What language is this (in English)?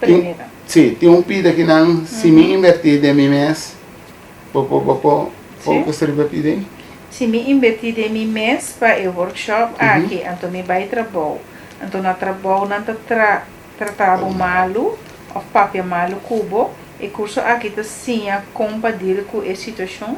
Papiamento